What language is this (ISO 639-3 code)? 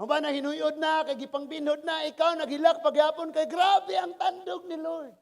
ceb